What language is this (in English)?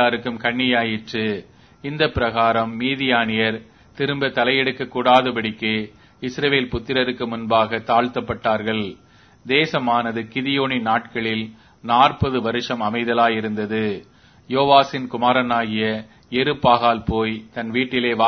Tamil